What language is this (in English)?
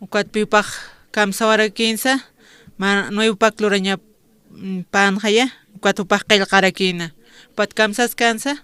Aymara